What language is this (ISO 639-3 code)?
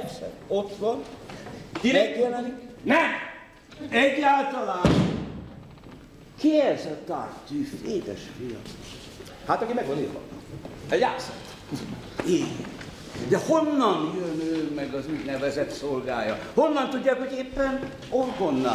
hun